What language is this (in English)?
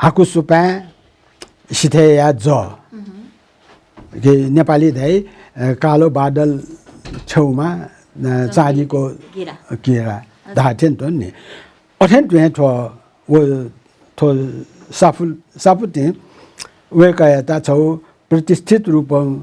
Newari